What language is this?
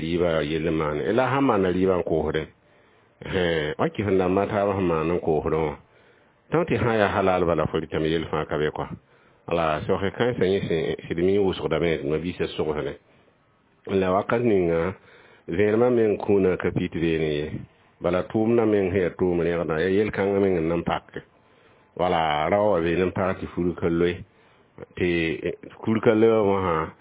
Mossi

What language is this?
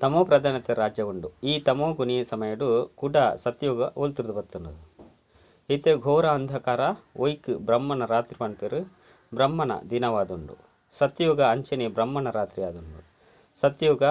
Tulu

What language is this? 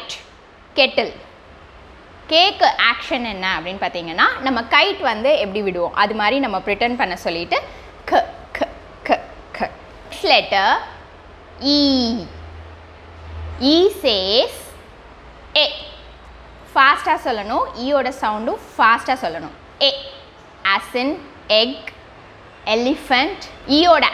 Tamil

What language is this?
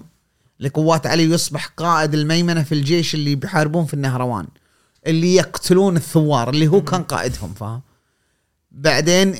Gulf Arabic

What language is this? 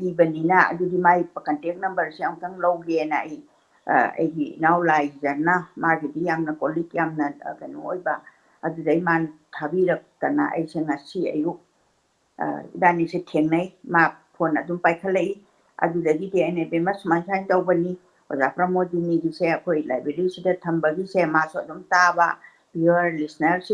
Manipuri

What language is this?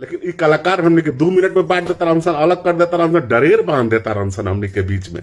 Bhojpuri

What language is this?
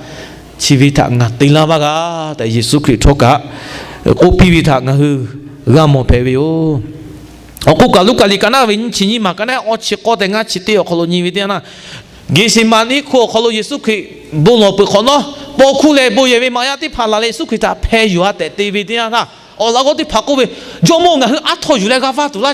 Lahu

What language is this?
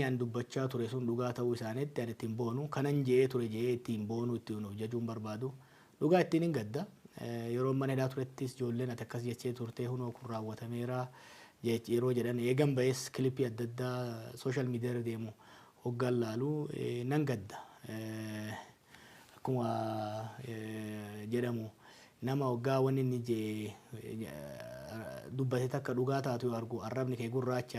Oromo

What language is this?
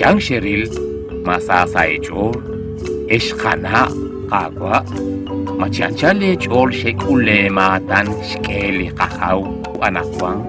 Kekchí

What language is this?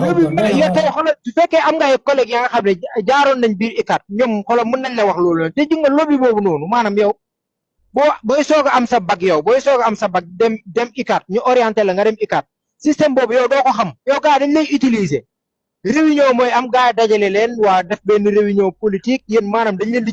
Wolof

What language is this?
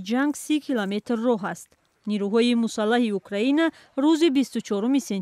Tajik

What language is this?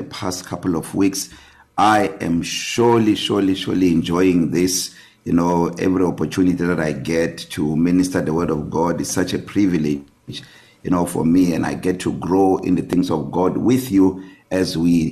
English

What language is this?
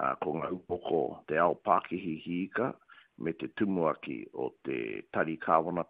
Māori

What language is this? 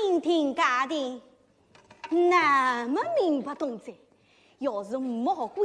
Wu Chinese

